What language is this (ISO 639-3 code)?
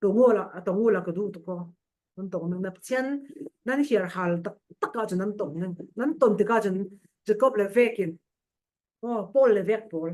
cfm